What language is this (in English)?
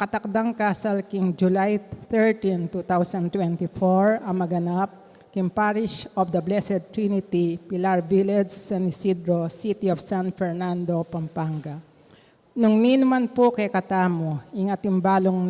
Pampanga